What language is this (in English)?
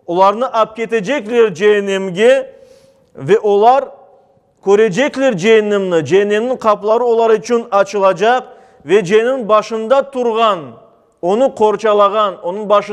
Crimean Tatar